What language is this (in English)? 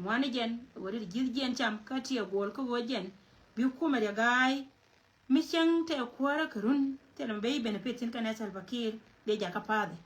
Nuer